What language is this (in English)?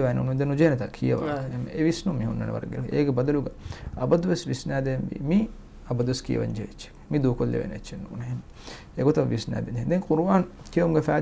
Divehi